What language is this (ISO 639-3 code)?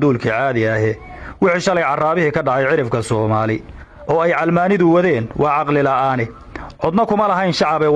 som